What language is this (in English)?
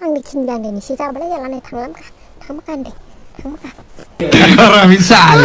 Dimasa